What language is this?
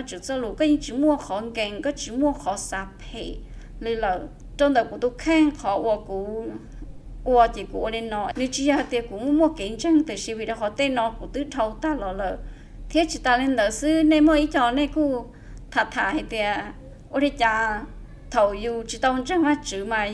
Hmong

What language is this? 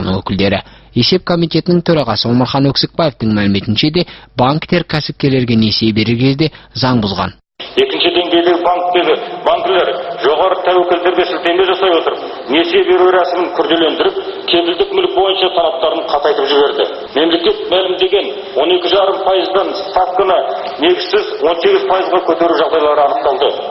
Kazakh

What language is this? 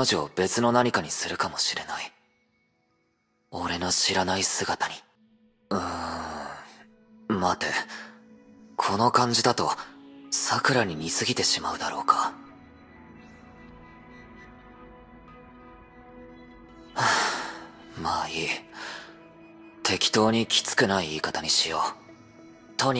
Japanese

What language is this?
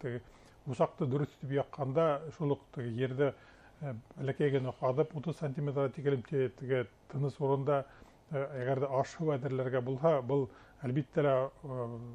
Bashkir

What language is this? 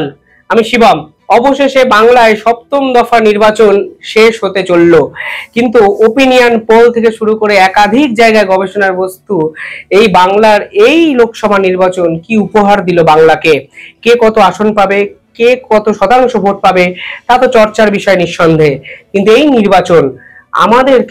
Bangla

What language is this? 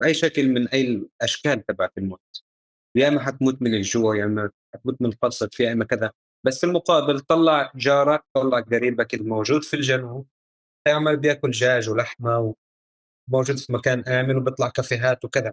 North Levantine Arabic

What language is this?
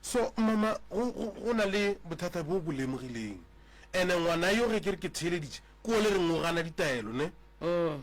Northern Sotho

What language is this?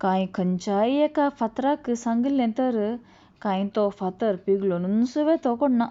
Konkani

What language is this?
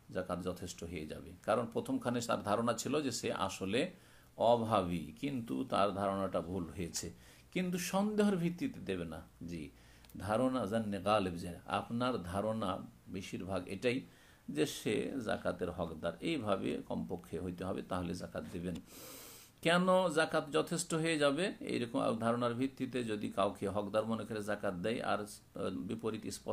Bangla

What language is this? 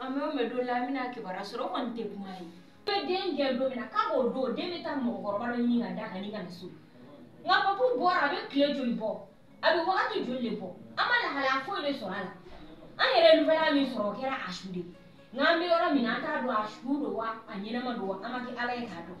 Bambara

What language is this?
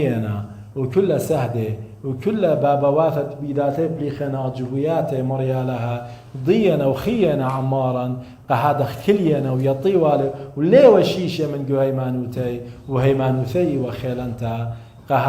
Assyrian Neo-Aramaic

